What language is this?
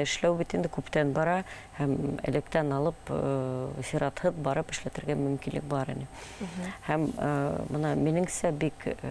Bashkir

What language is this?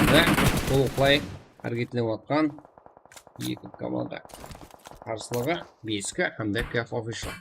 Kara-Kalpak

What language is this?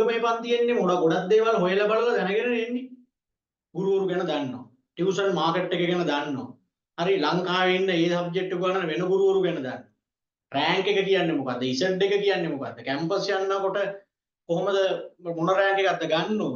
Sinhala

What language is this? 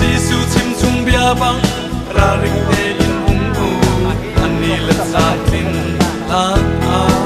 Hakha Chin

